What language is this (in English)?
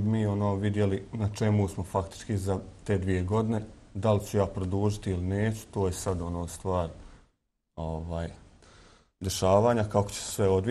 Bosnian